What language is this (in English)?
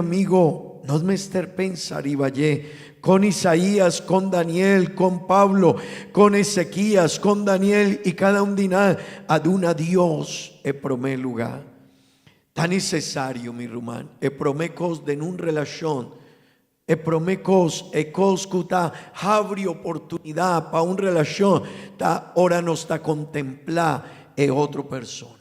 Papiamento